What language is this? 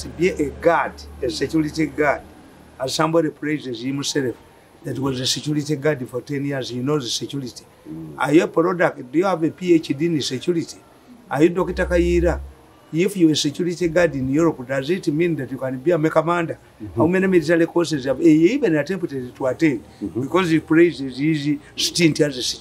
English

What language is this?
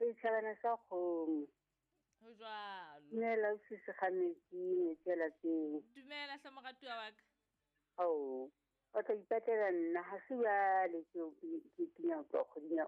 Southern Sotho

